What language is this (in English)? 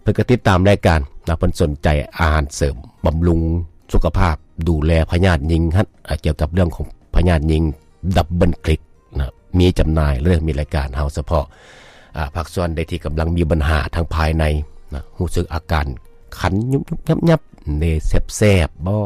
Lao